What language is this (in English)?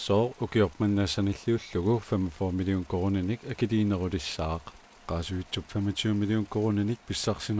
Kalaallisut